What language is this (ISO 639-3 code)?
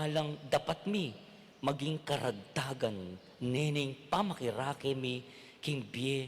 pam